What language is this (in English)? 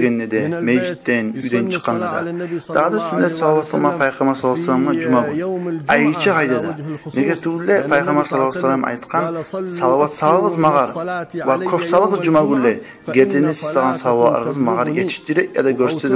Kumyk